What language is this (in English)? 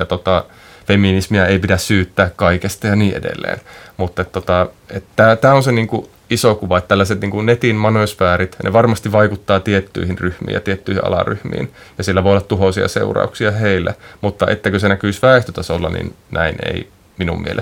Finnish